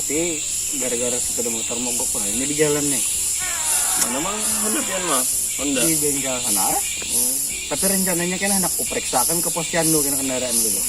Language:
Banjar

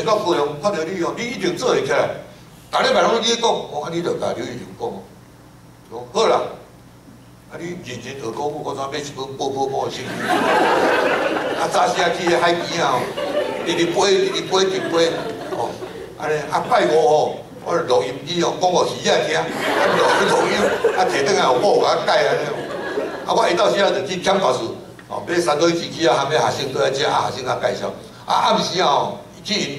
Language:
Min Nan Chinese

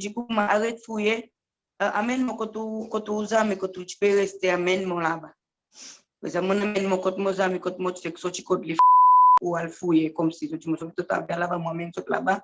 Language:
Seselwa Creole French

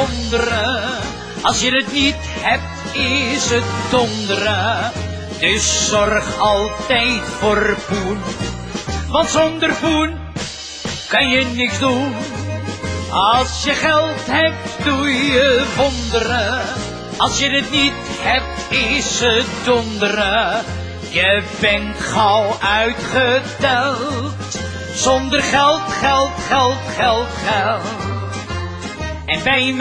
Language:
Dutch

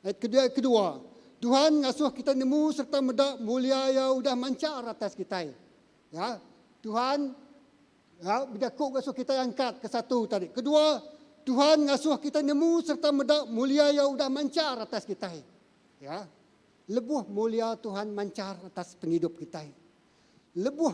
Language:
Iban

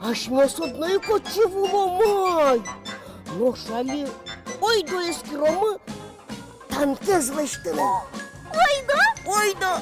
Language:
Udmurt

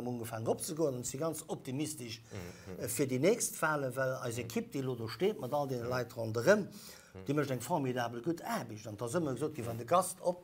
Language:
Luxembourgish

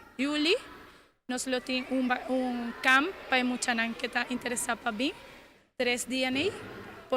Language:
Papiamento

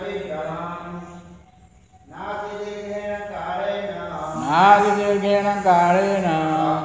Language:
Odia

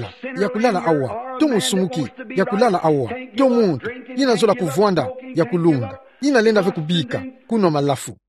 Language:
Kituba (Democratic Republic of Congo)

